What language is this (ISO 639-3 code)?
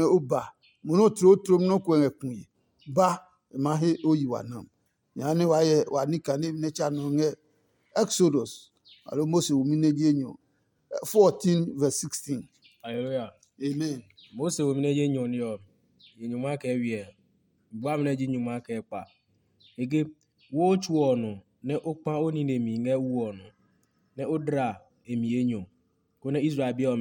ada